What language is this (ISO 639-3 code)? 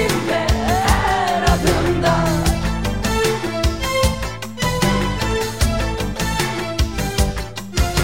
tur